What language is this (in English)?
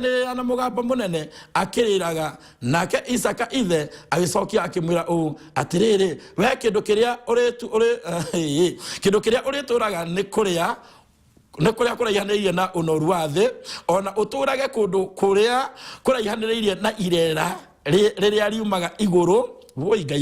Kikuyu